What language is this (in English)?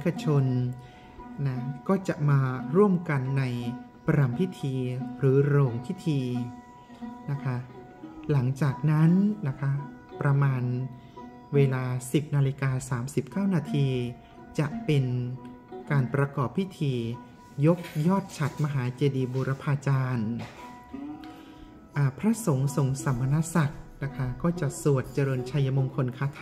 Thai